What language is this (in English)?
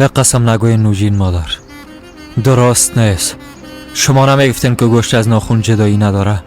Persian